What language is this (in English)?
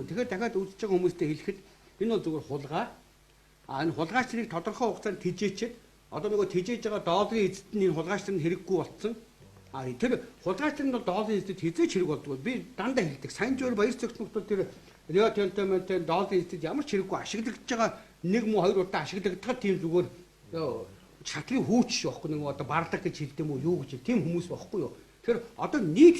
Mongolian